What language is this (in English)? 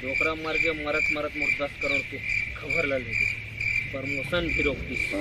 Chhattisgarhi